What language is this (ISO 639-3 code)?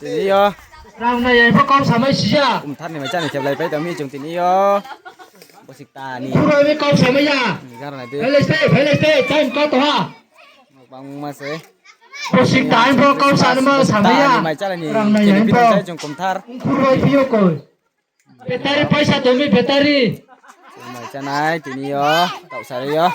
ria